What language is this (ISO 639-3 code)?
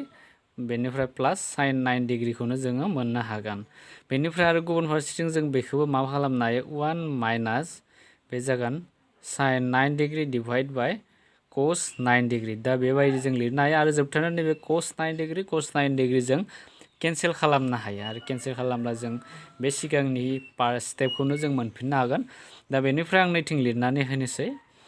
brx